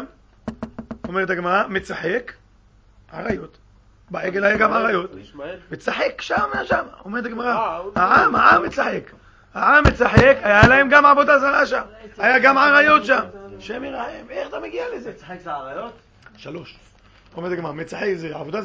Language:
Hebrew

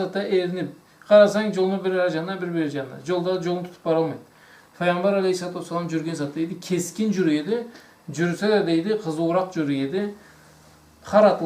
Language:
Karachay-Balkar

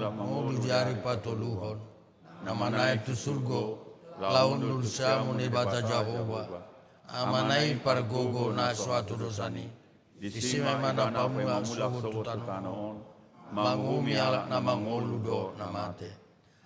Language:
Batak Toba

